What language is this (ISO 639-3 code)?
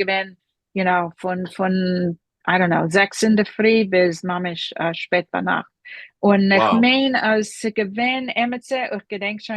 yid